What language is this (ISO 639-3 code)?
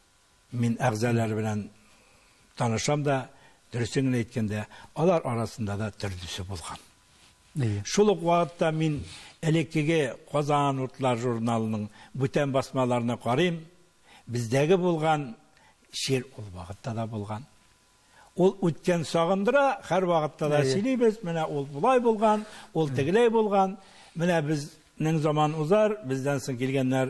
tat